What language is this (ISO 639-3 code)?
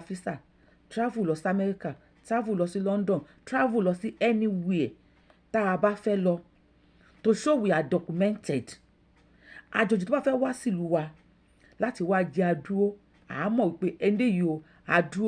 yor